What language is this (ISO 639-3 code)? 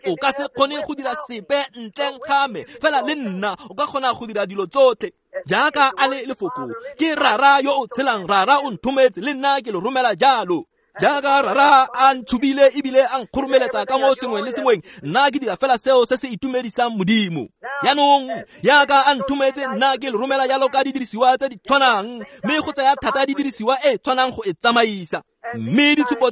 tsn